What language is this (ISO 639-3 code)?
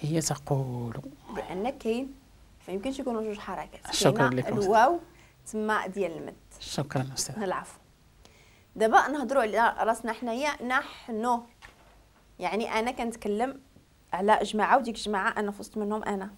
ary